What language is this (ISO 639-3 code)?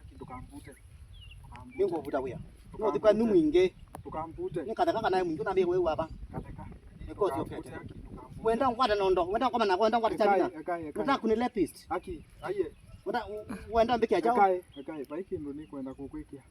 kam